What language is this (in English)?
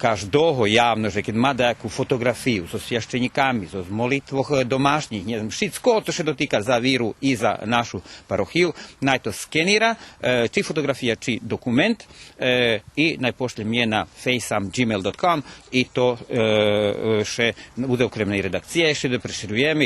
Rusyn